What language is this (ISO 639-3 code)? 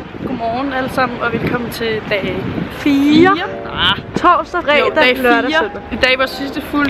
dan